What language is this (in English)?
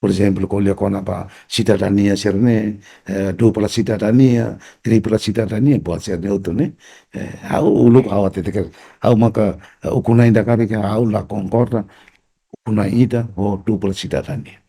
Tetum